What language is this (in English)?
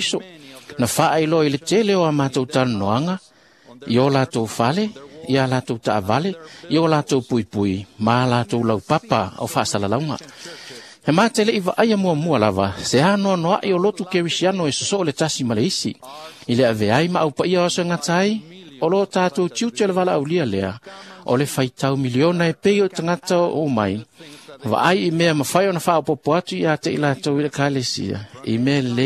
Samoan